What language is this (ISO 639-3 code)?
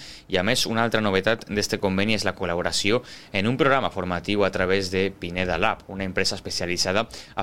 cat